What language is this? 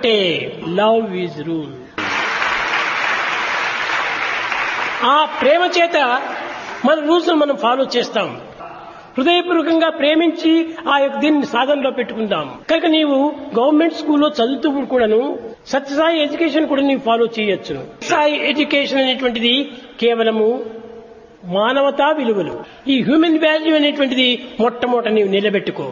Telugu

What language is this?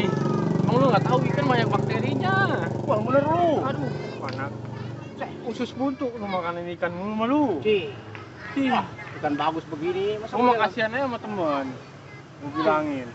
Betawi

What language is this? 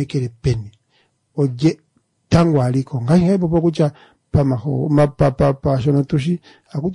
Kuanyama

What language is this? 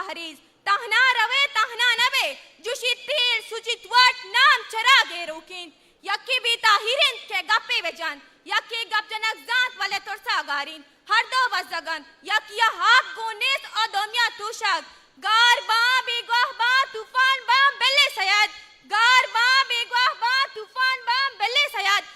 Eastern Balochi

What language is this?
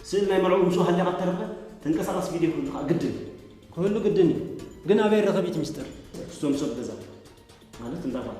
Tigrinya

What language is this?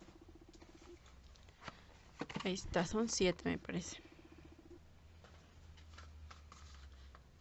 Spanish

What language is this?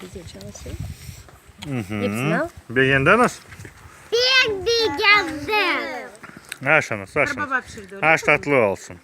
Crimean Tatar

